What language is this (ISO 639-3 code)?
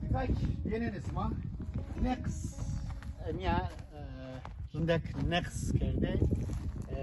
zza